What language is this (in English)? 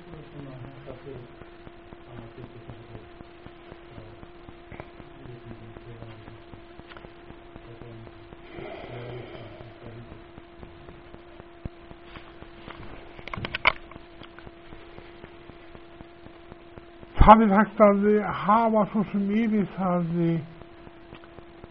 Icelandic